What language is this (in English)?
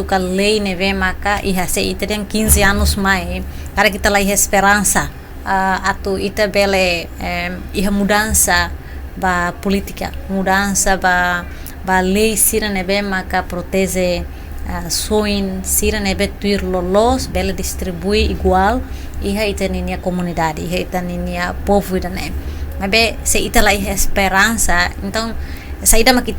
Tetum